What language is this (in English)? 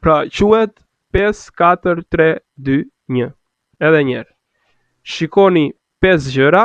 Albanian